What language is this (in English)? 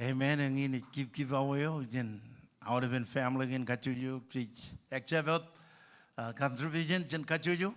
Marshallese